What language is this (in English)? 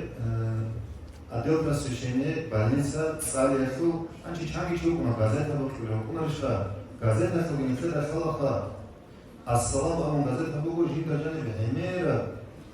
Avaric